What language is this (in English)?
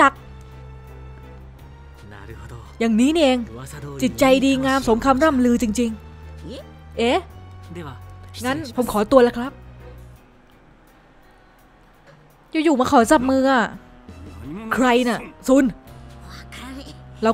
Thai